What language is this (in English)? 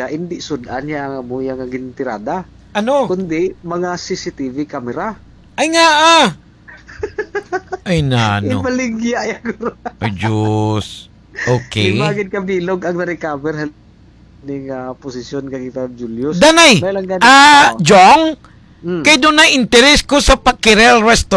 Hiligaynon